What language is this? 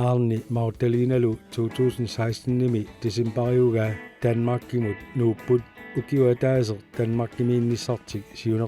Kalaallisut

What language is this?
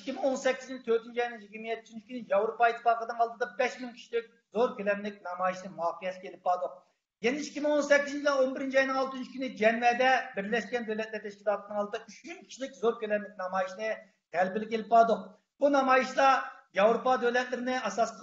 Uyghur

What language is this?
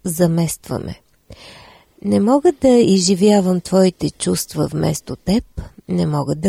Bulgarian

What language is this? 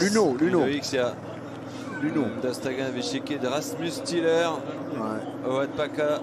Breton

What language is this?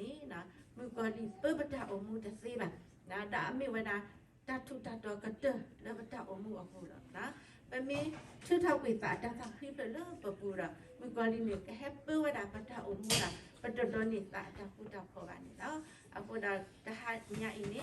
S'gaw Karen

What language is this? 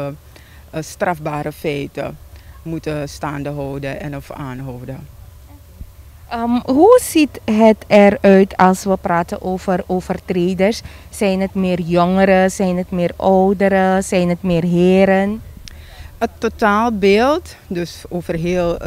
Dutch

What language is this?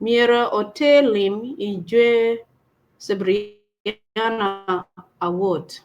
Acoli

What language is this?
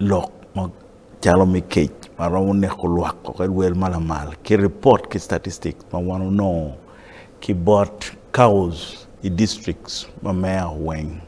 Acoli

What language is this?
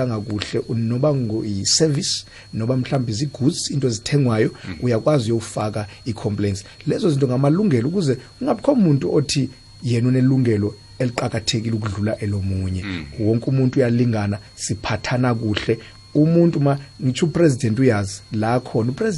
South Ndebele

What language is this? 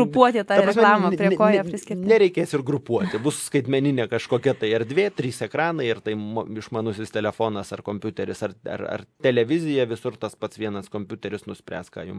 Lithuanian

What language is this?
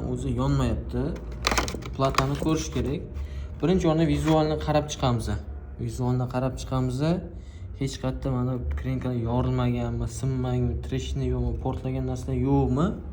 Uzbek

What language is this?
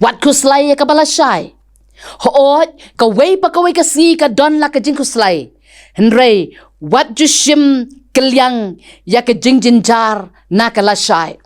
Khasi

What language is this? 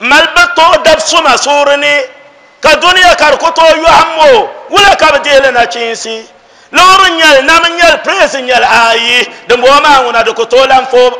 Dagbani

